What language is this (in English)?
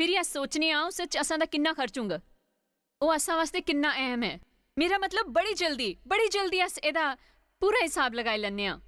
Dogri